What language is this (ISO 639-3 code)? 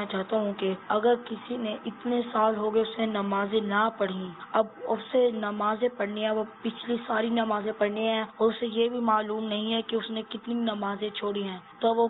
urd